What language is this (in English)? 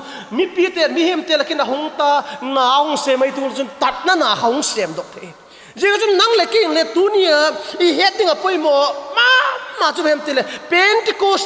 Vaiphei